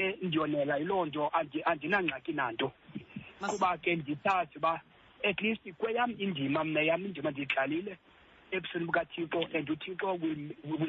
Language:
Xhosa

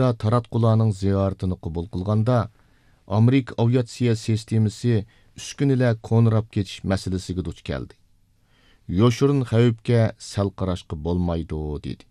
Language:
Uyghur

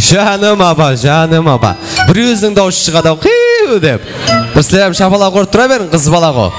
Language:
Kara-Kalpak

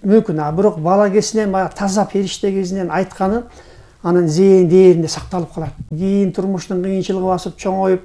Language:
Kyrgyz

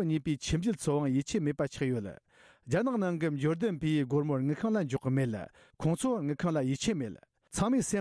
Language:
Tibetan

